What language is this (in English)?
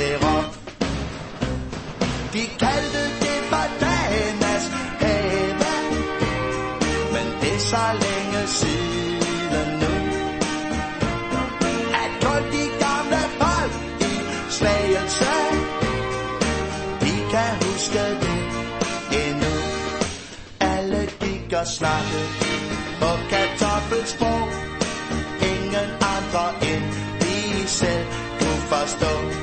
Danish